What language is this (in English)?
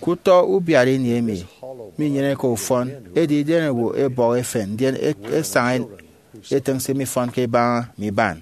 Efik